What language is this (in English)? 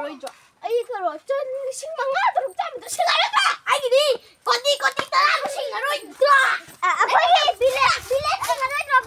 Manipuri